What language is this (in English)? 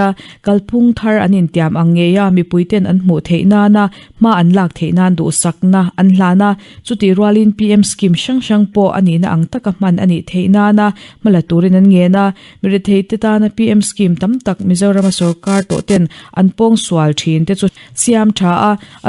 Mizo